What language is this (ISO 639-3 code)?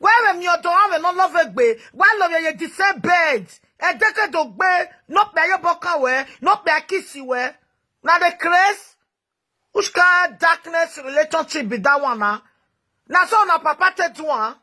pcm